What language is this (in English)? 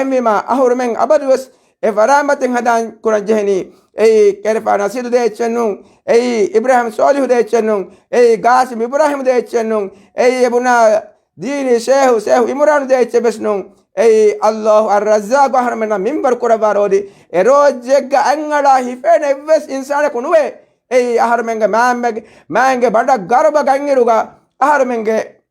Divehi